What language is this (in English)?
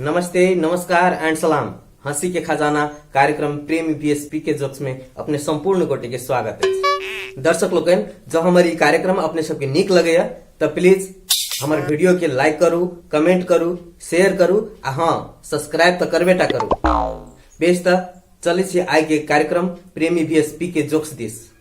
Maithili